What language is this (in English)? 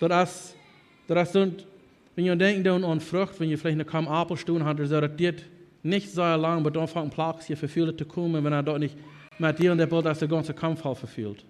Plautdietsch